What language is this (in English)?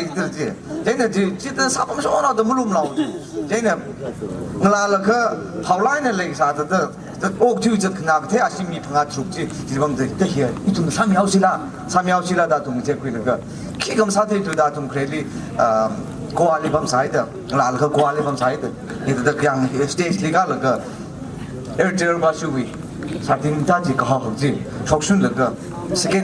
Tangkhul Naga (India)